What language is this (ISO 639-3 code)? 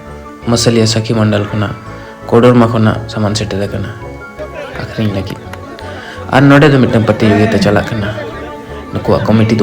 sat